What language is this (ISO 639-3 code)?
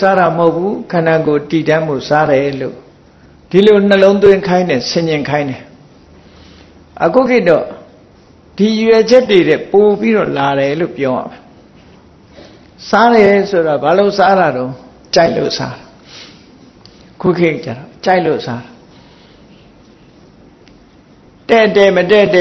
mya